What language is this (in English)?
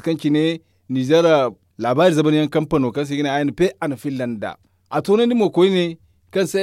Zarma